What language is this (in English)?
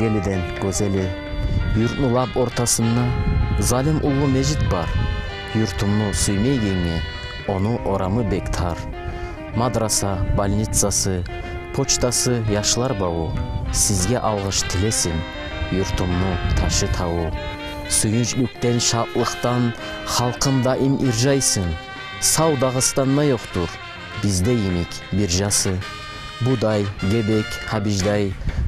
Kumyk